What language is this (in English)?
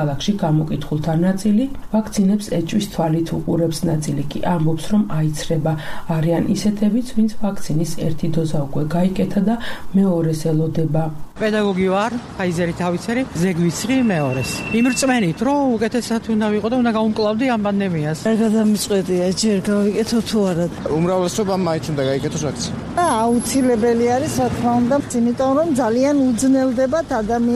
Georgian